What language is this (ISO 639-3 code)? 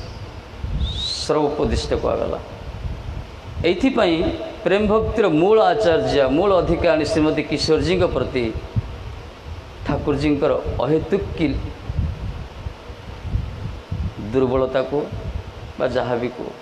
ori